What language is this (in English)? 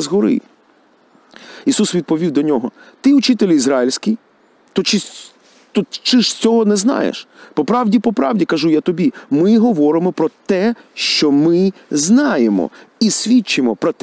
Ukrainian